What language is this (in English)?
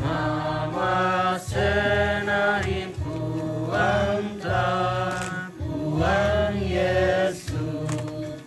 Toraja-Sa'dan